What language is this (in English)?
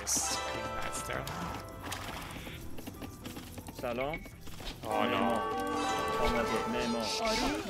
Persian